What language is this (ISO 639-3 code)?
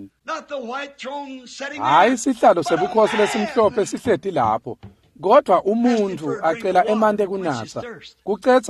ssw